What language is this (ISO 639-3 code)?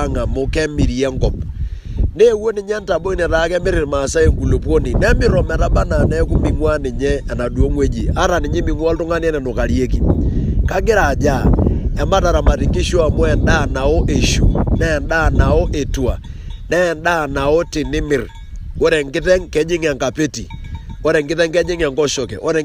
mas